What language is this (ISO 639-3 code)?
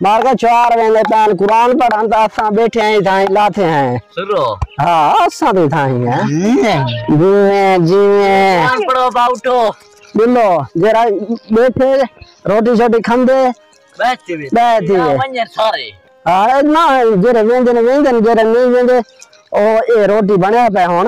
skr